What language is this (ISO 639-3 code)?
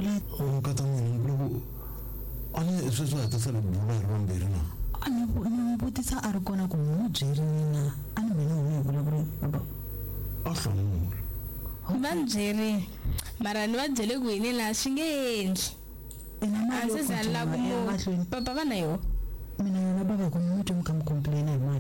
tso